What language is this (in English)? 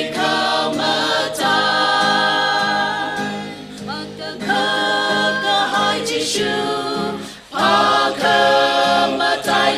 Tangkhul Naga (India)